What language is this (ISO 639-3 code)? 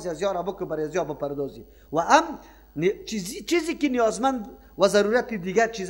fas